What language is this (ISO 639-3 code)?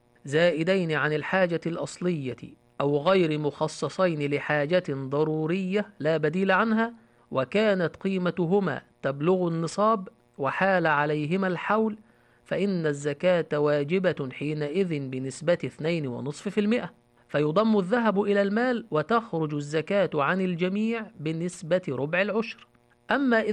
ara